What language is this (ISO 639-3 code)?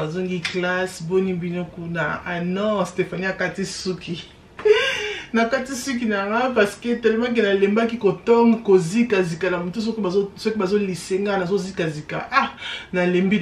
lin